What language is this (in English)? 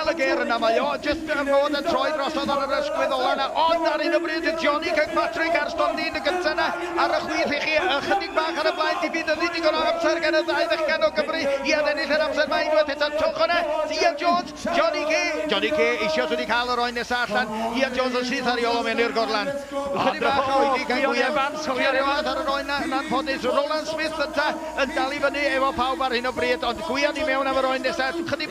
Welsh